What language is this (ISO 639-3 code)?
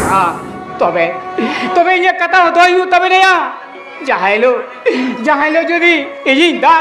sat